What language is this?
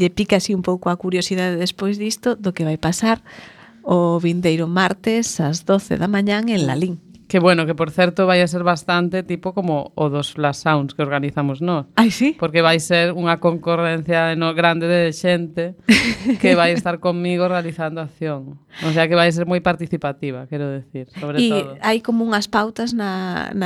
Galician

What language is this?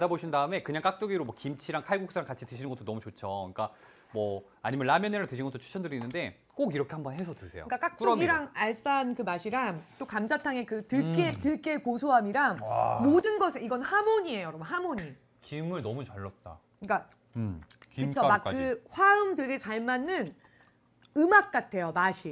Korean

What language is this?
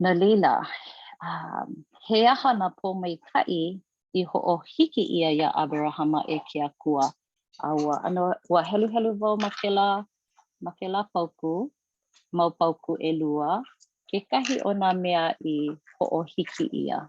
Hawaiian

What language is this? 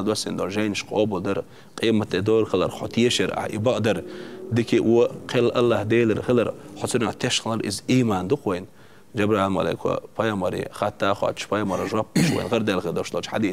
Chechen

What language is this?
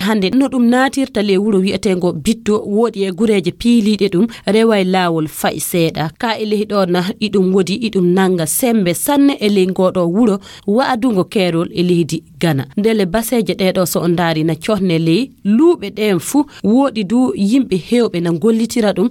Fula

